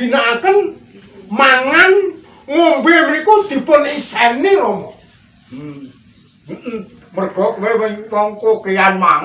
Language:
Javanese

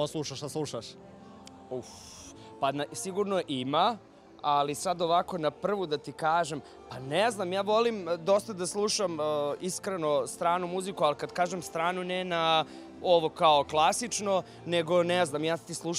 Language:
Serbian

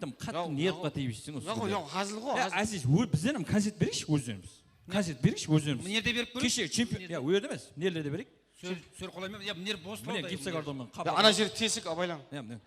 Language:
Kara-Kalpak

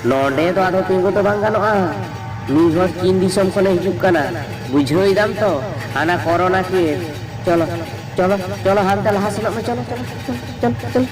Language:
Santali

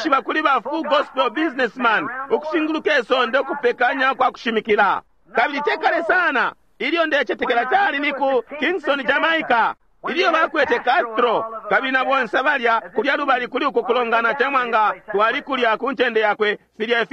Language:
Bemba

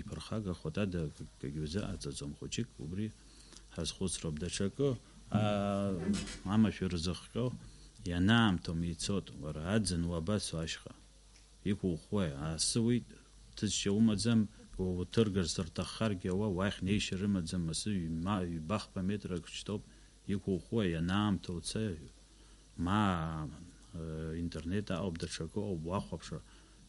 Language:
Abkhazian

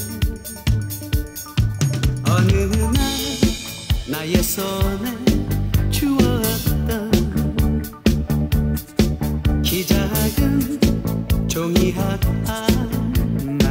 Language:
Korean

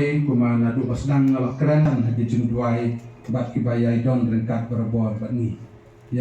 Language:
Khasi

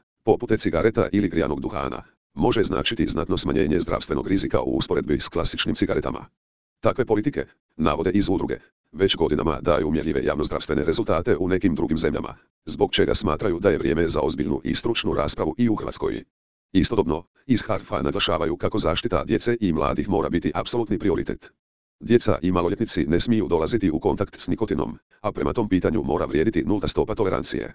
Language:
Croatian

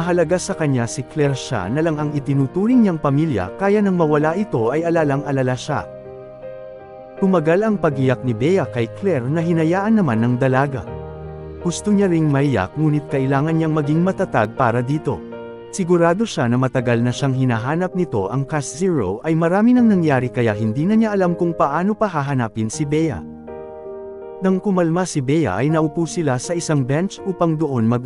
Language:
Filipino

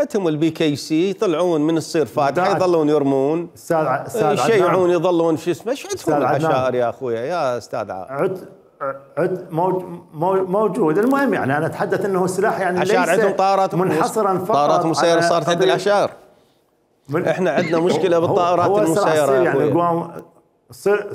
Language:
Mesopotamian Arabic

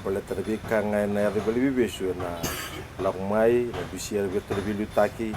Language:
Fijian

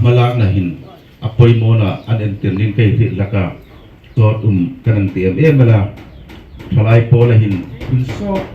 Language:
Hmar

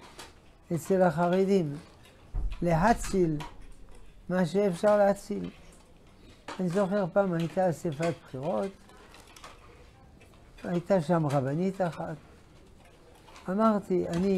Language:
Hebrew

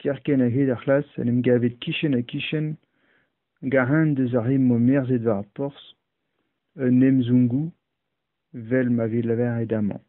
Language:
Breton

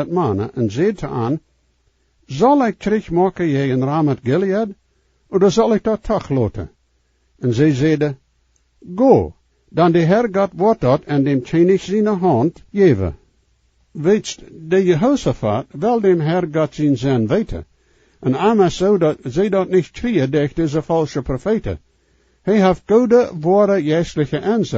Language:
Plautdietsch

